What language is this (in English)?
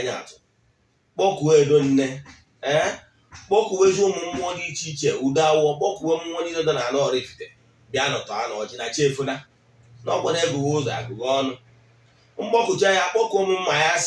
Igbo